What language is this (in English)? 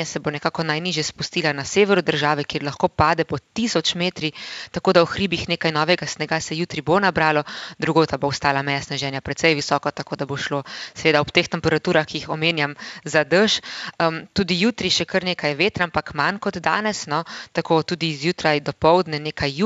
Slovenian